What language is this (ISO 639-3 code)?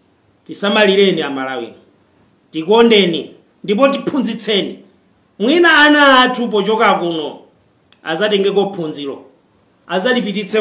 nya